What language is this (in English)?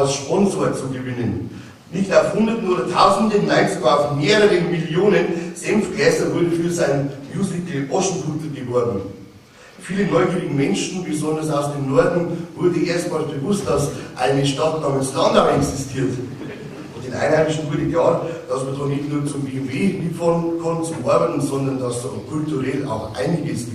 Bavarian